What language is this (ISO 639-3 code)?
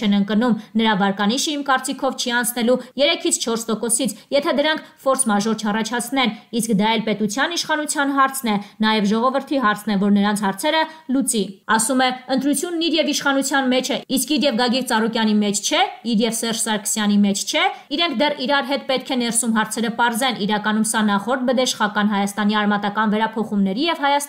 hye